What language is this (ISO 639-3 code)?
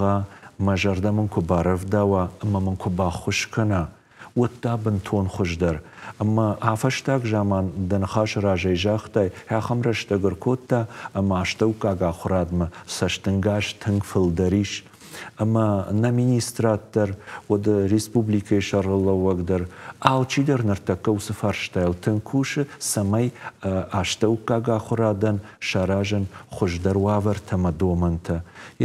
oss